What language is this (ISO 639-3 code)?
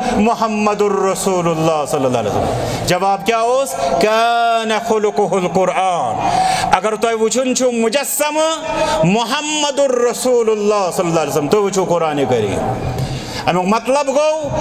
kas